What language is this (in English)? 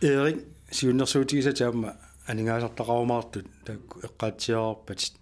Kalaallisut